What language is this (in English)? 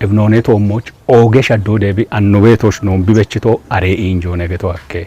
Kafa